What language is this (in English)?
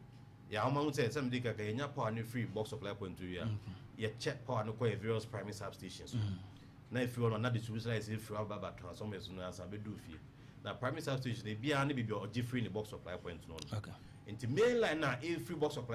Akan